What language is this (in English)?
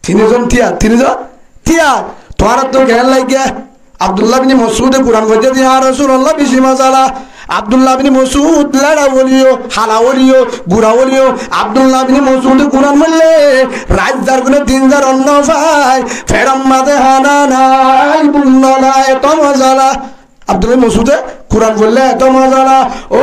Rohingya